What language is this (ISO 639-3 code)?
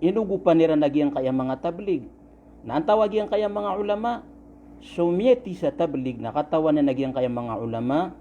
mrw